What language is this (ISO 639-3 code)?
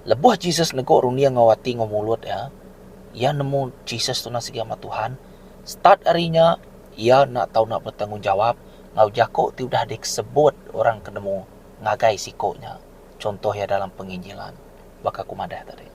iba